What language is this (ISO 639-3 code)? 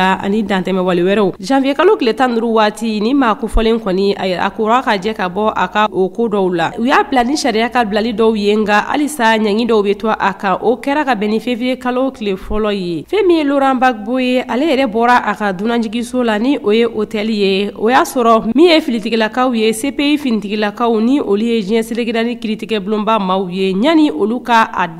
bam